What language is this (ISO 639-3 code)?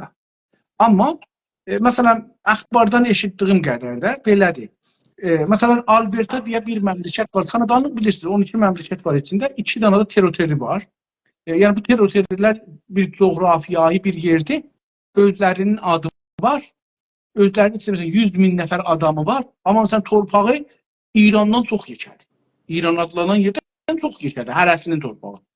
azb